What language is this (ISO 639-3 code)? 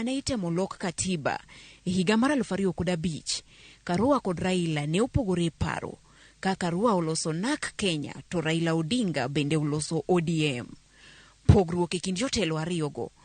luo